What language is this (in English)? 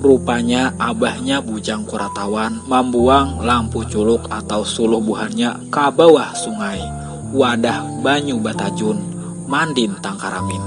Banjar